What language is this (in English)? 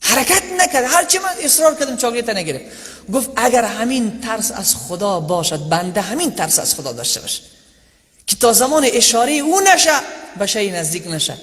Persian